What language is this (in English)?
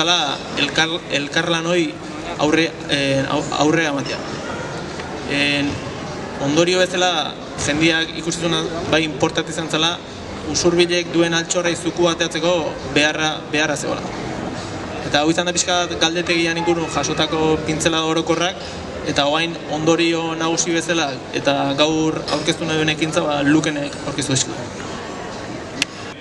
Basque